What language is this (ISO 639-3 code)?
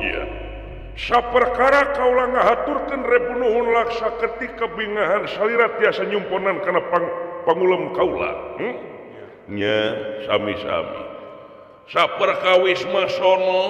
sun